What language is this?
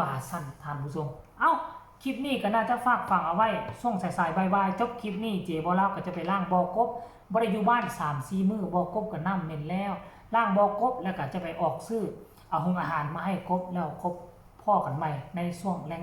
Northeastern Thai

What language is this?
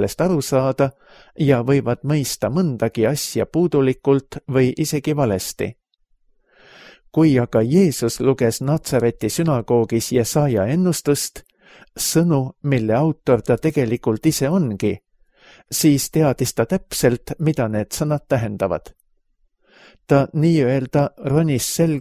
Estonian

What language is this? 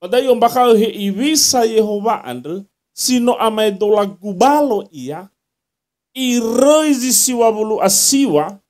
Nias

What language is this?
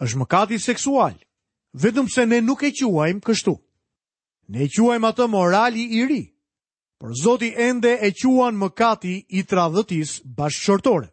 Albanian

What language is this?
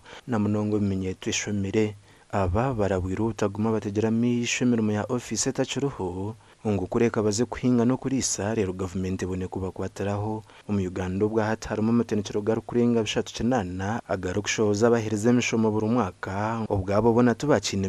Nyankole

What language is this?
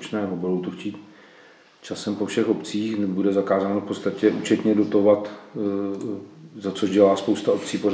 Czech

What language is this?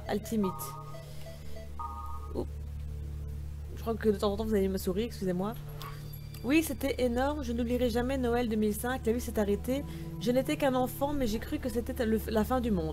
French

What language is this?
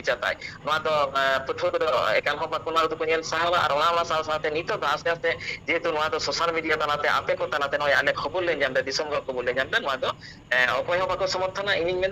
Santali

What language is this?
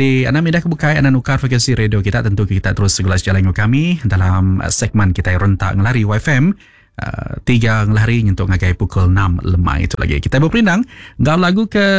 Iban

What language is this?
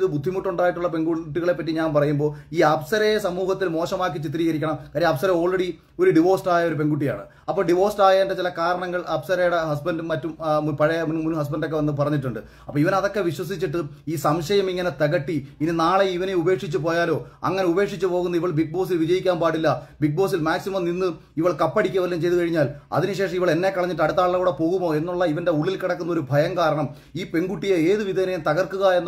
Malayalam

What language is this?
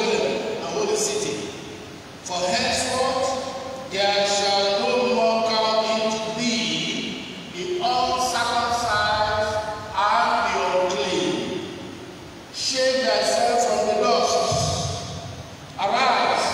English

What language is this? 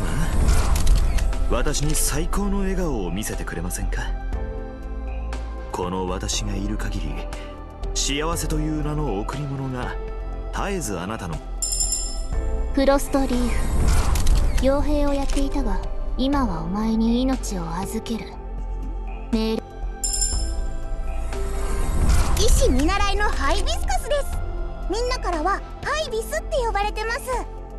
Japanese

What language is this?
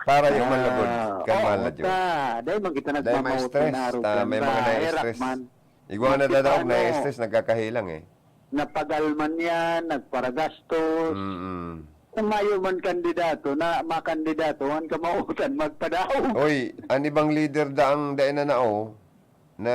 Bikol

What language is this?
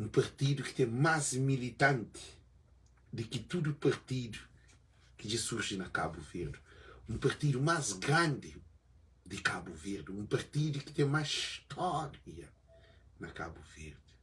Kabuverdianu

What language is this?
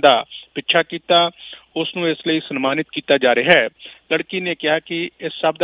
Punjabi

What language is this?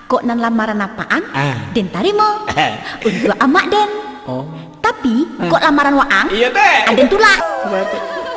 Minangkabau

